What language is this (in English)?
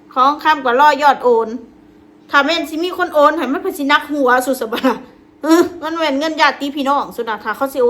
Northeastern Thai